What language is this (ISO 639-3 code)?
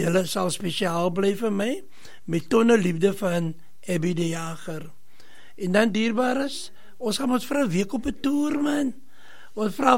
afr